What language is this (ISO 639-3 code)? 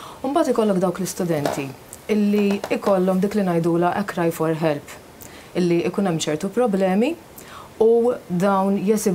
mlt